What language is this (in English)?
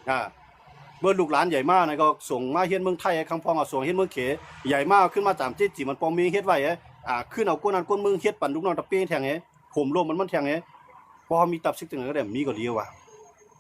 Shan